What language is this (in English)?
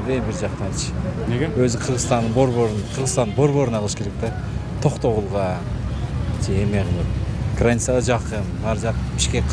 Kyrgyz